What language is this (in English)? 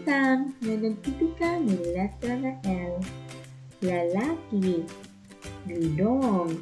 Waray